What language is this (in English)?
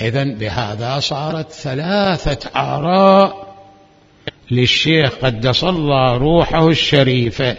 Mesopotamian Arabic